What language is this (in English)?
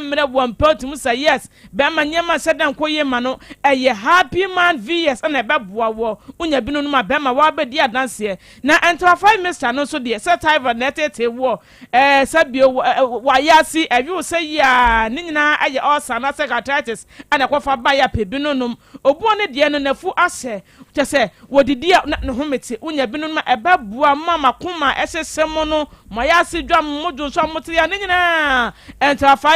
Akan